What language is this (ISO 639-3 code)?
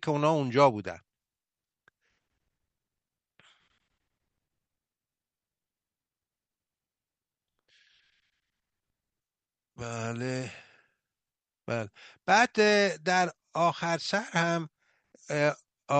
fas